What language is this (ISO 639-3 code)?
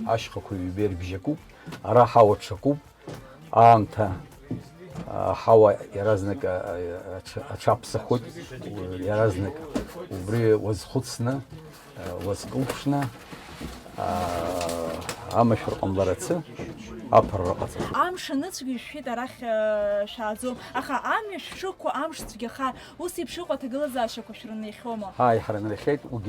abk